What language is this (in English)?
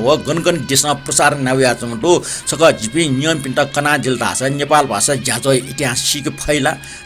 Newari